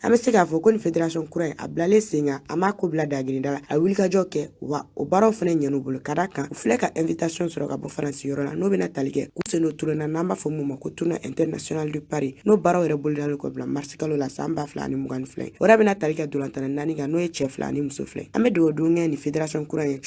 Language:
Bambara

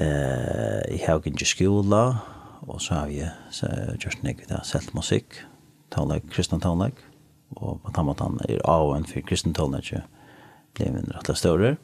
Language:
Faroese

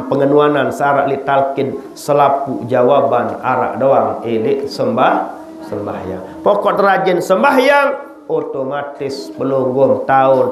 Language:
Sasak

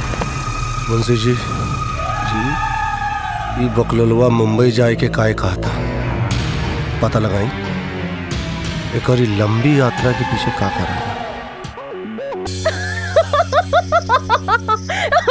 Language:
Bhojpuri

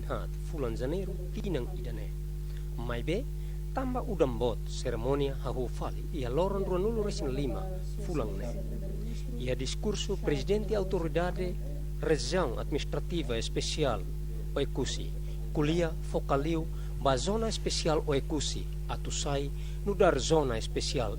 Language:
Tetum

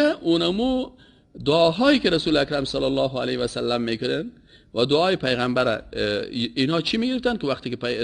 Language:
Persian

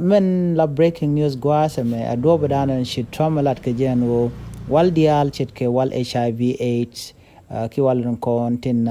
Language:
Nuer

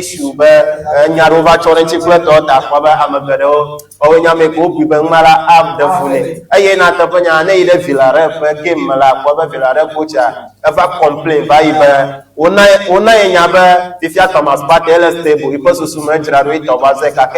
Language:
Ewe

